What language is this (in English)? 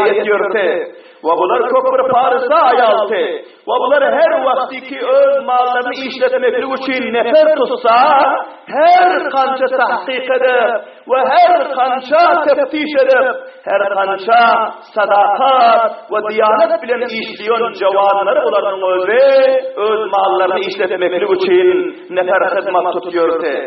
Turkmen